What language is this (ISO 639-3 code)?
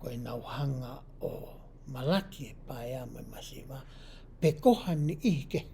ton